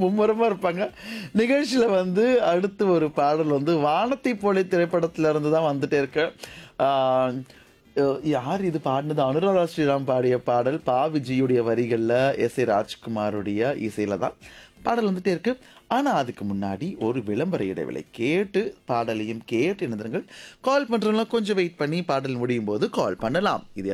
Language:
Tamil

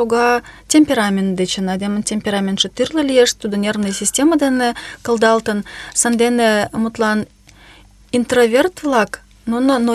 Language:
Mari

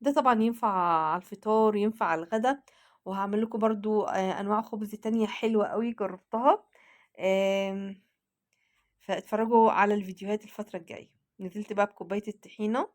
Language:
Egyptian Arabic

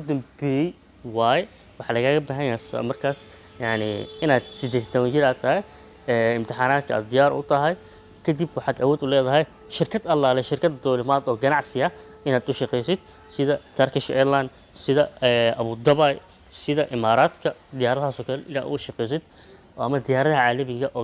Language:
Somali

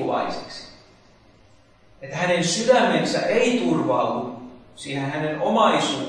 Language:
Finnish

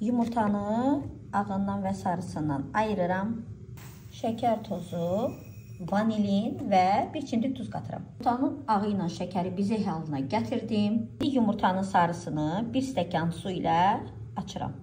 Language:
Azerbaijani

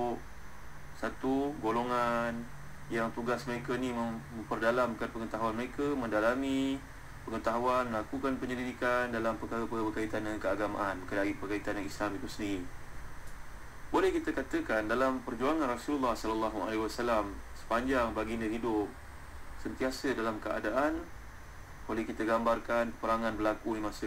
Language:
Malay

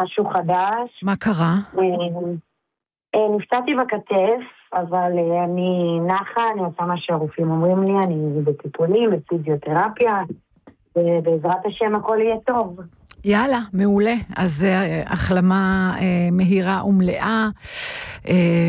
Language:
Hebrew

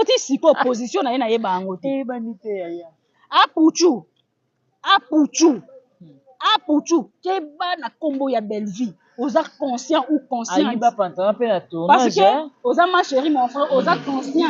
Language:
Lingala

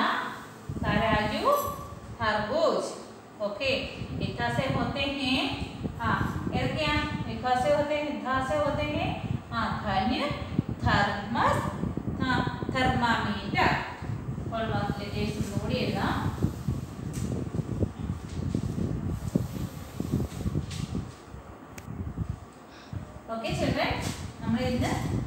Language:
Malayalam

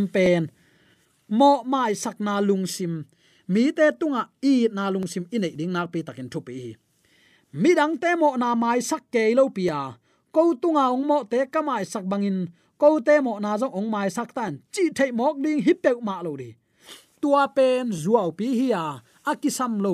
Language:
Tedim Chin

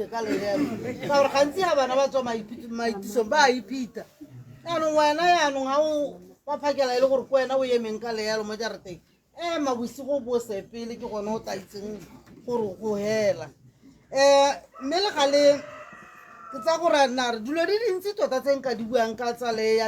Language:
Tswana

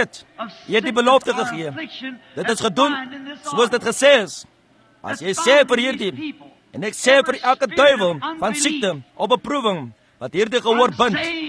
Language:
Afrikaans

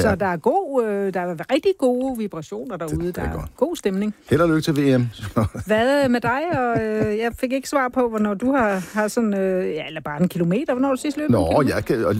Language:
Danish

